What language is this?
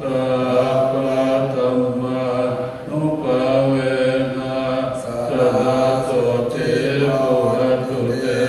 Pali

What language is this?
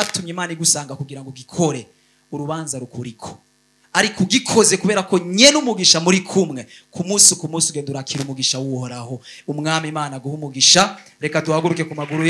Rundi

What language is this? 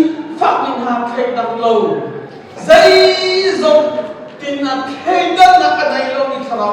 Hakha Chin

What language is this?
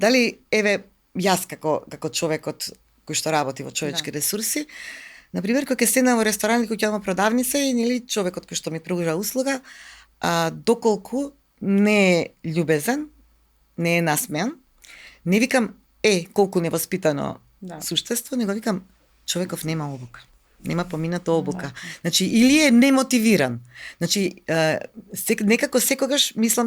Macedonian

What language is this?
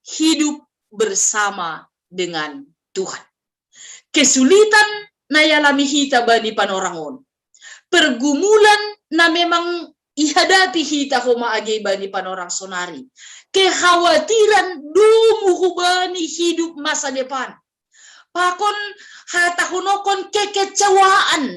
Batak Simalungun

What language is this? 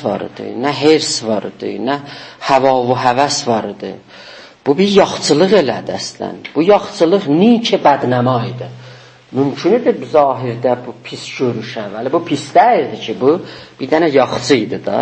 South Azerbaijani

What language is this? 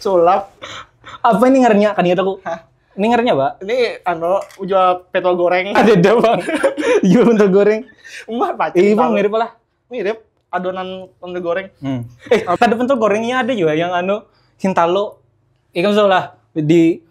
Banjar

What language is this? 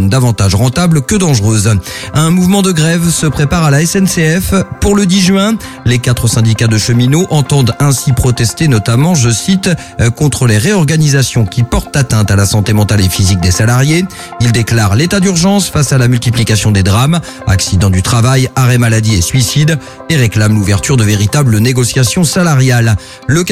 French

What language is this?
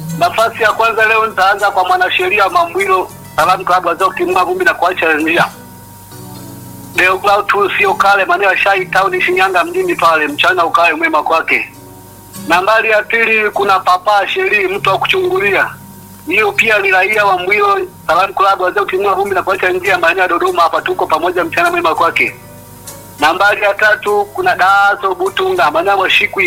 Swahili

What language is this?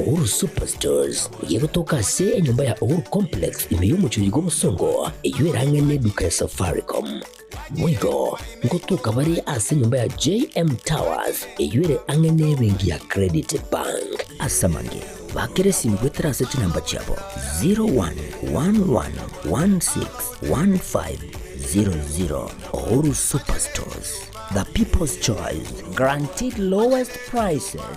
Gusii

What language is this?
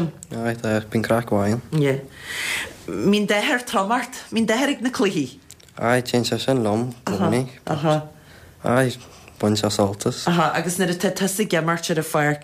Irish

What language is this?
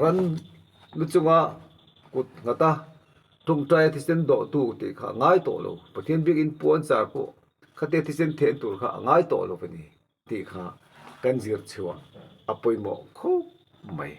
Mizo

